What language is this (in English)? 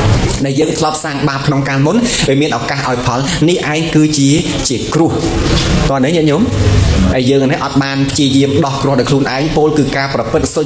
Khmer